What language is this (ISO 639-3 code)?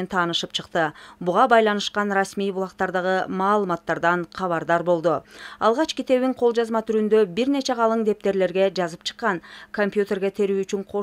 kir